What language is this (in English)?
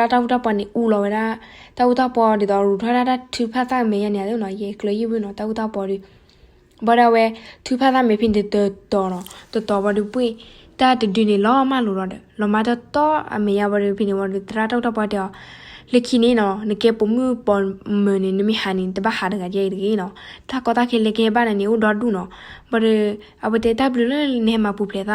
S'gaw Karen